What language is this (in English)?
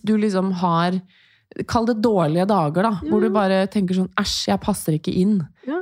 Norwegian